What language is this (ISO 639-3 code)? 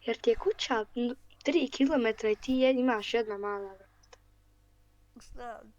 bos